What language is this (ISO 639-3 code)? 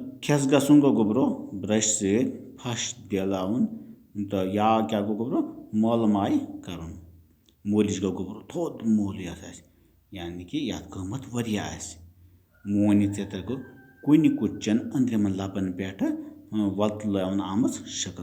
kas